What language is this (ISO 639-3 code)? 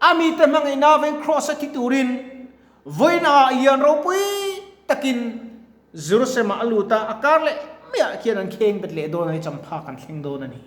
lus